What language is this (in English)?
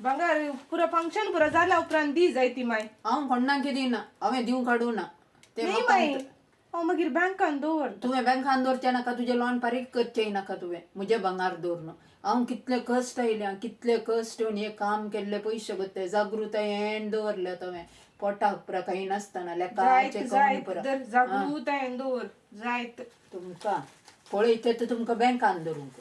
Konkani